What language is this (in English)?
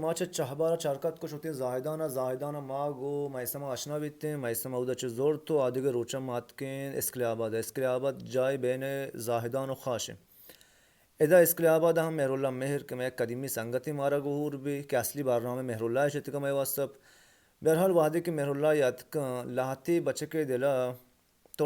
Baluchi